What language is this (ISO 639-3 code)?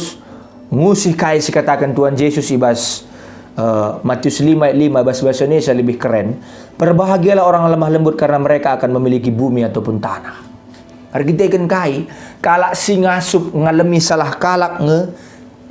btx